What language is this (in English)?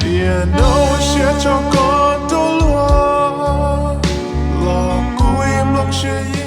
Hmong